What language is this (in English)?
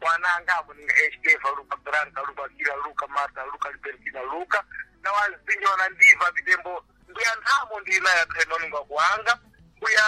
Sena